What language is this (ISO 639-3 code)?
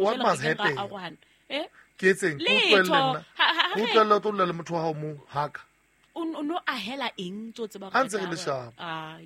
sot